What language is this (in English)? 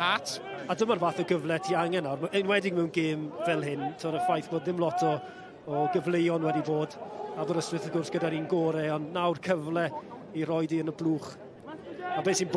Welsh